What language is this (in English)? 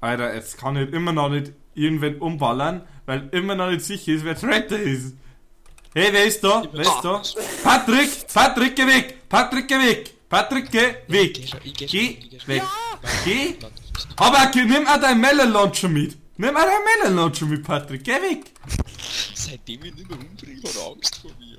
Bavarian